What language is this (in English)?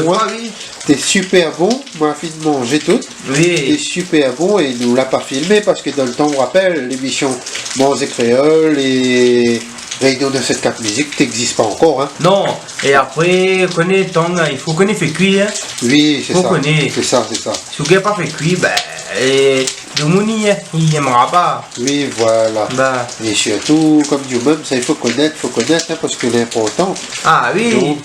Réunion Creole French